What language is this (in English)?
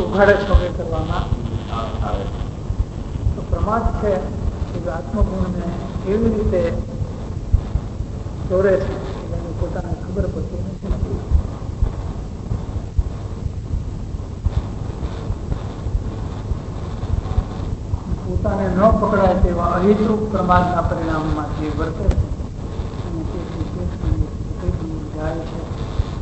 Gujarati